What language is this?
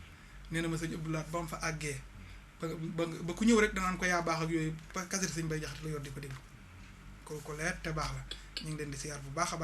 Wolof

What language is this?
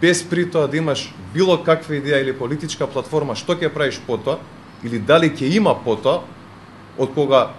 Macedonian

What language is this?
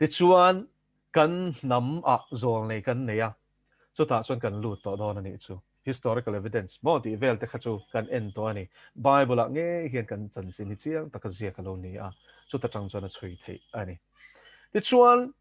Mizo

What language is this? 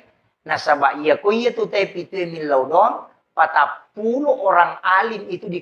Buginese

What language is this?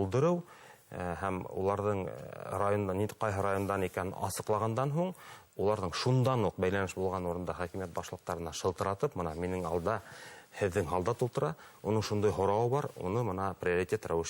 Bashkir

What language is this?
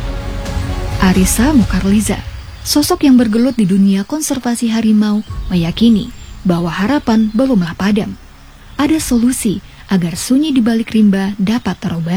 Indonesian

